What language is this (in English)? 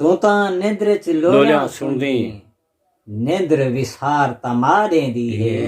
Saraiki